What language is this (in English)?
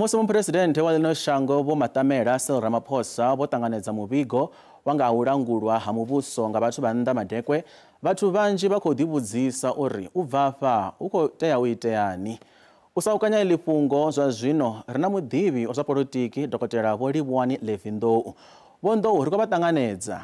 Venda